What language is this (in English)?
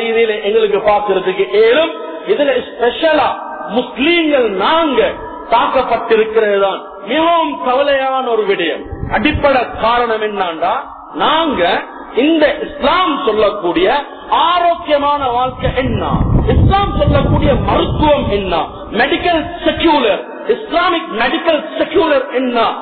Tamil